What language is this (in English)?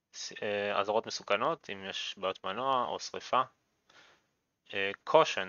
Hebrew